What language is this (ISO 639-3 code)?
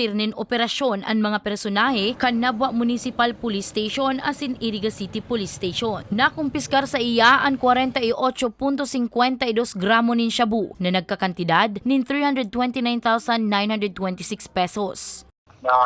bik